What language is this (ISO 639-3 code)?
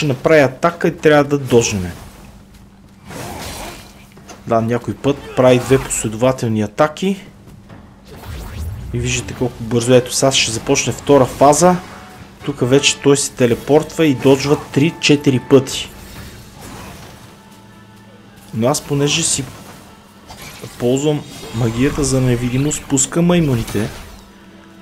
bul